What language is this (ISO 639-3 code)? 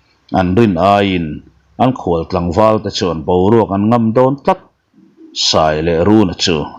lus